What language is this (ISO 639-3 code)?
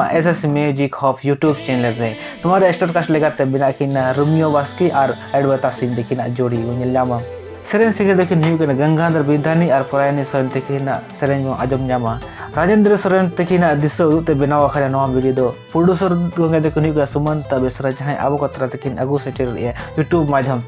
sat